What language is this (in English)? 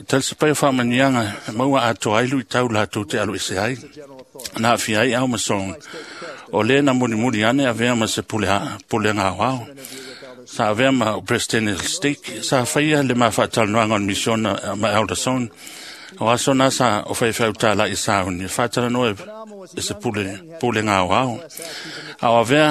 Samoan